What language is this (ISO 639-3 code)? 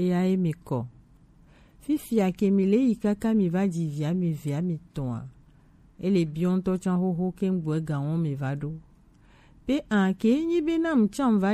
gej